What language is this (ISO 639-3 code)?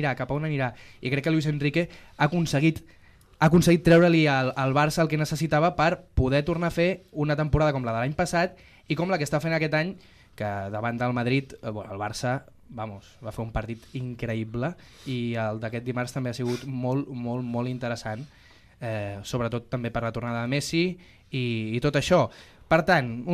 cat